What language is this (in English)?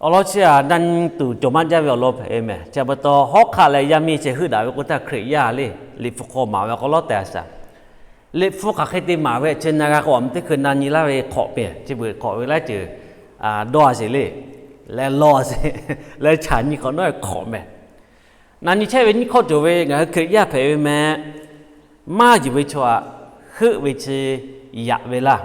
Lahu